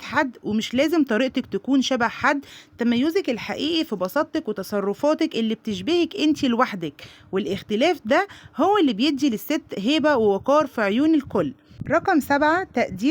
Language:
Egyptian Arabic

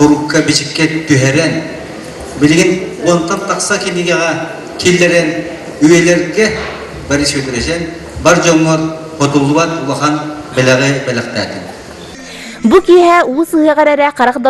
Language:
Yakut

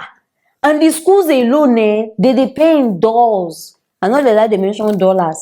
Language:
Nigerian Pidgin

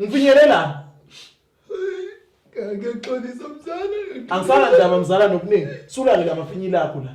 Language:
Zulu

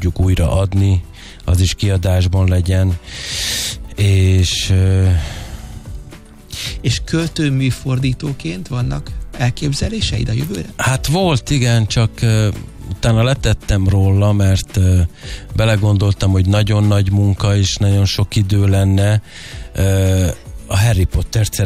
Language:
Hungarian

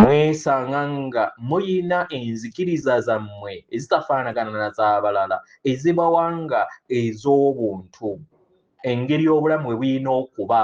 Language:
Ganda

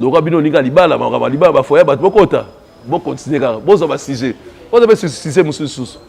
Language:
Lingala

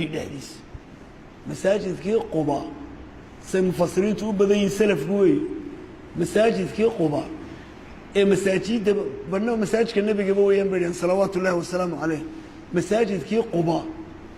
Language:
Somali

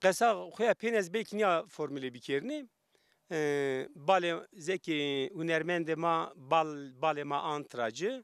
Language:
Zaza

